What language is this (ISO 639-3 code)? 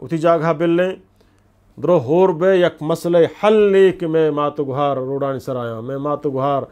bgp